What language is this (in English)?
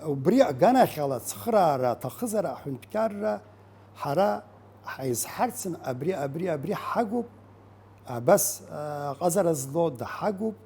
Abkhazian